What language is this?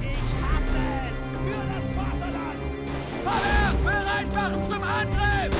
Bavarian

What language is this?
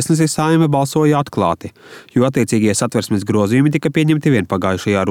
Latvian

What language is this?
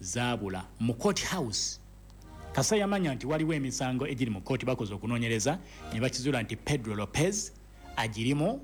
Ganda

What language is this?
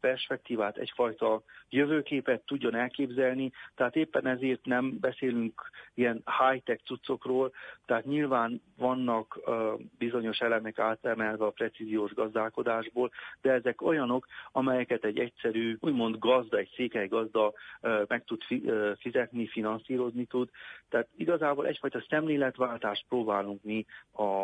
Hungarian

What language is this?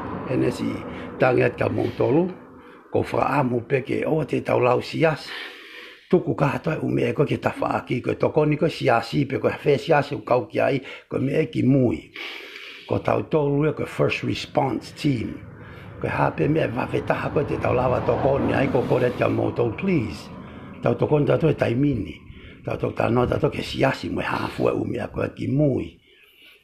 Tongan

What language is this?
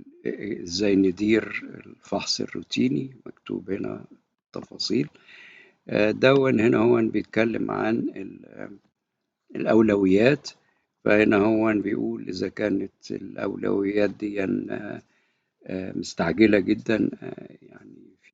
Egyptian Arabic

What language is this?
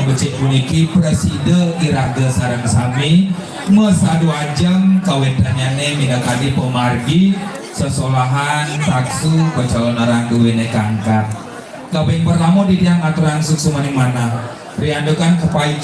Balinese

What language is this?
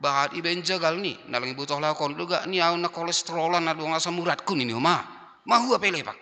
Batak Simalungun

